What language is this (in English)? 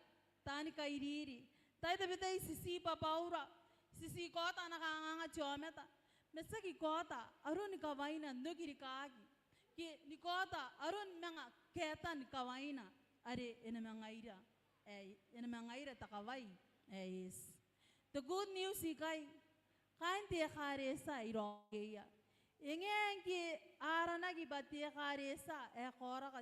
Gilbertese